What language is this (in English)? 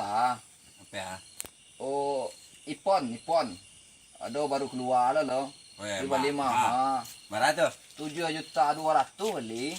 Minangkabau